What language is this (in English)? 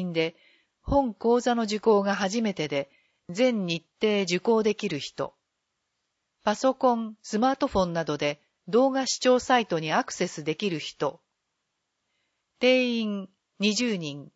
Japanese